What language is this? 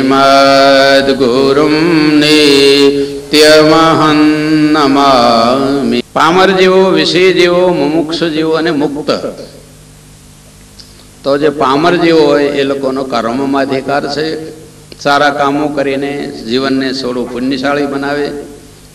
Gujarati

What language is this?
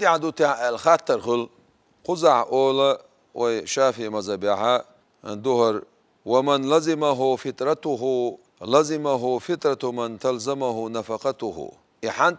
Chechen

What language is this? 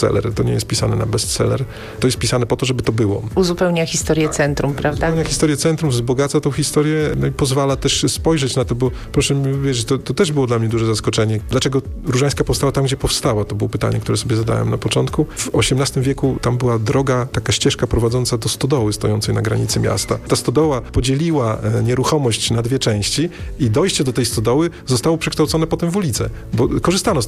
Polish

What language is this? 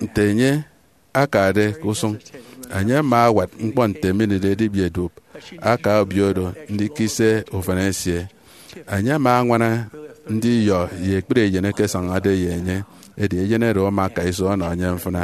Efik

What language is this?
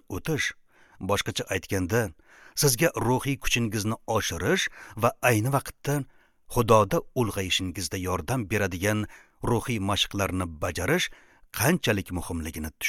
Uzbek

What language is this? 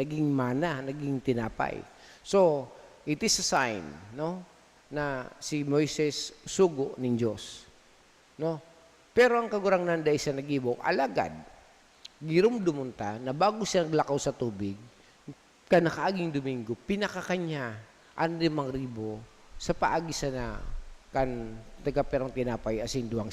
Bikol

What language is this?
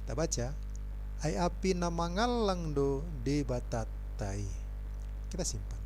Batak Toba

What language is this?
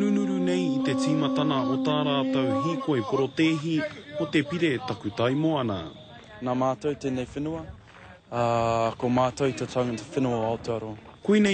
Māori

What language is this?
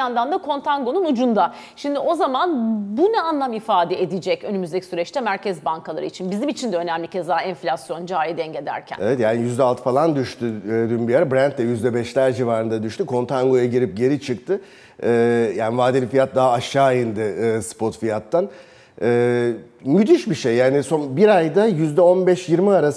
Turkish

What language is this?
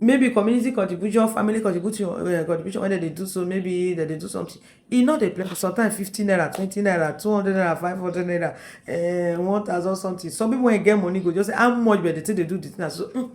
Nigerian Pidgin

